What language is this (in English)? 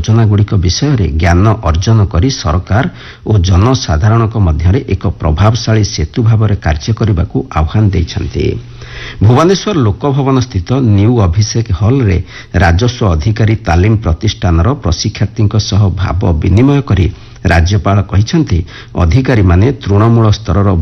Odia